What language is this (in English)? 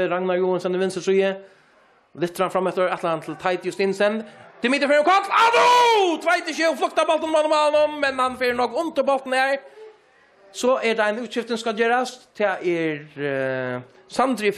Faroese